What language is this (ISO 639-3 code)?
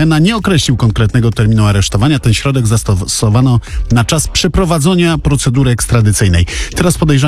pol